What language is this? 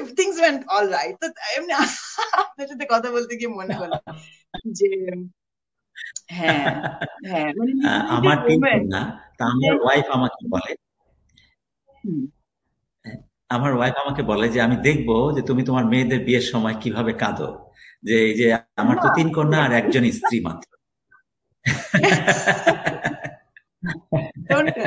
Bangla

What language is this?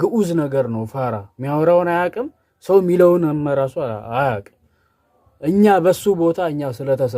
Amharic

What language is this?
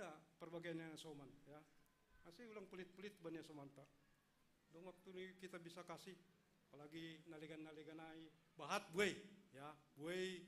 Batak Simalungun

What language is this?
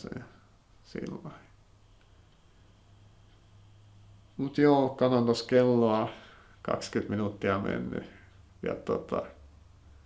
Finnish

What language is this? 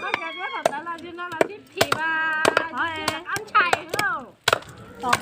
Hmong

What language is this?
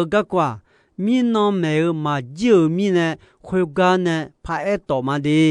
Akha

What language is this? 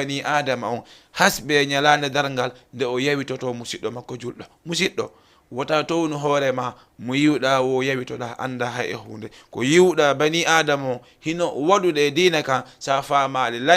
Fula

